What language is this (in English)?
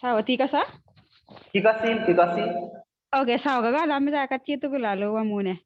Kalenjin